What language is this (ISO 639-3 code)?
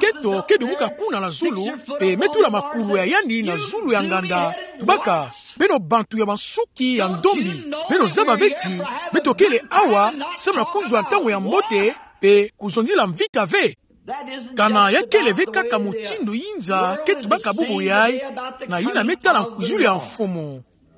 ktu